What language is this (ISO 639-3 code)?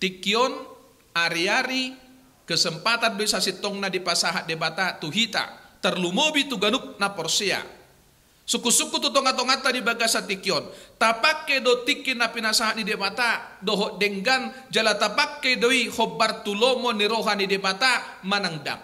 bbc